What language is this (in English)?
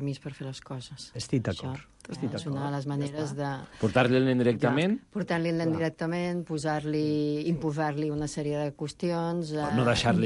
Catalan